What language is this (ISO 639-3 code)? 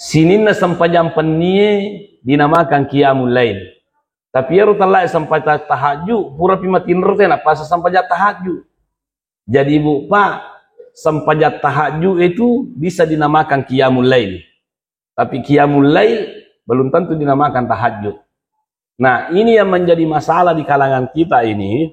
bug